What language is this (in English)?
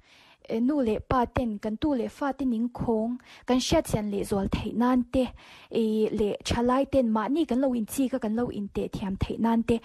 Mizo